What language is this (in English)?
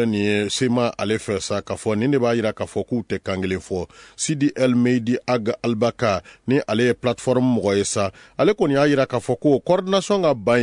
Bambara